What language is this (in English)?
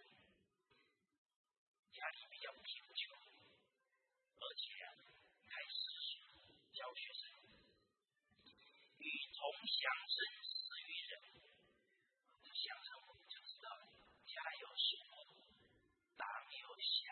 Chinese